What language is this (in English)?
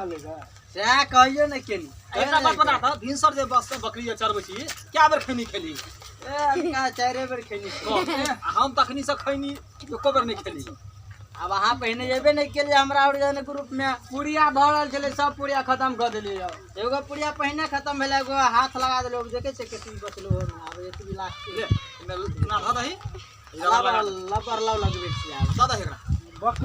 Maithili